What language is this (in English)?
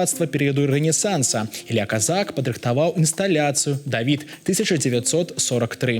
Belarusian